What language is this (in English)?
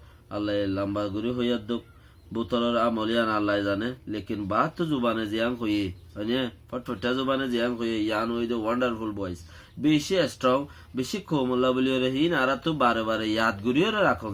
Rohingya